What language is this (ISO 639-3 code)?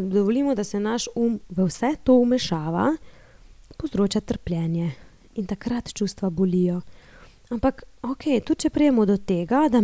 slv